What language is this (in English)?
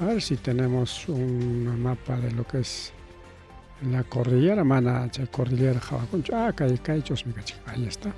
Ayacucho Quechua